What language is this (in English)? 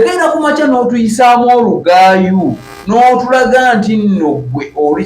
Ganda